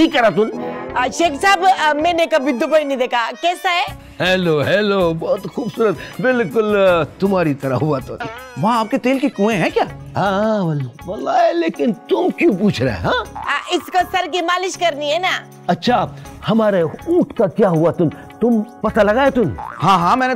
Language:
Hindi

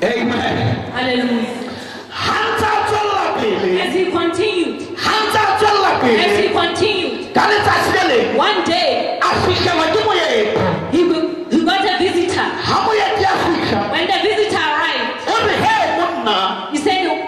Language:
Southern Sotho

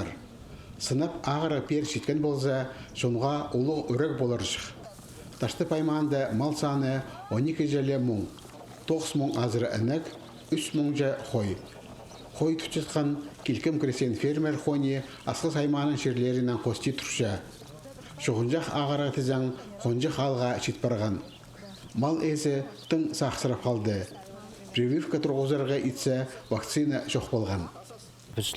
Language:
Khakas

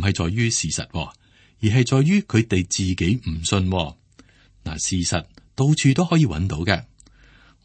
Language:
Cantonese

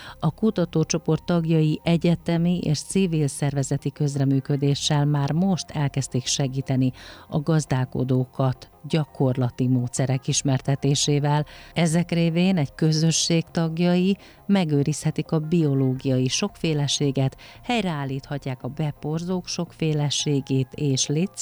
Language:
Hungarian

